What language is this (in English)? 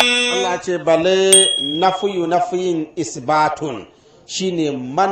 Hausa